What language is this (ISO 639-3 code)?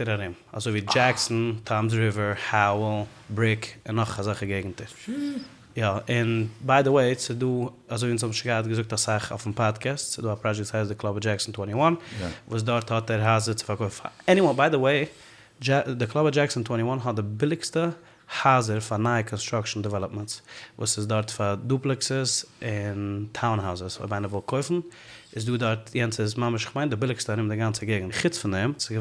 yid